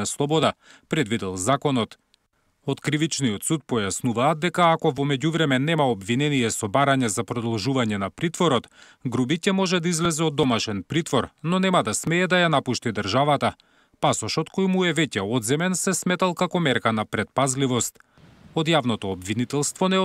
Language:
Macedonian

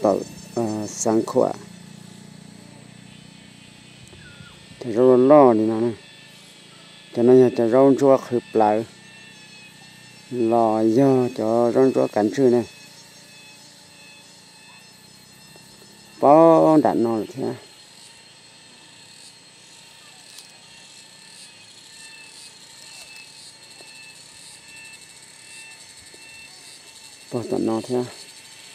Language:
Vietnamese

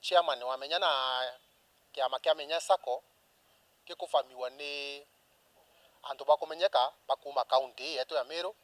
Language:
Meru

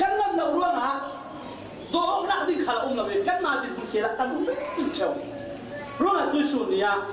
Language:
Falam Chin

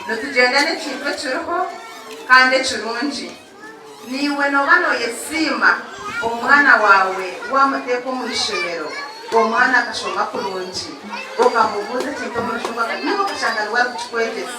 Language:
Nyankole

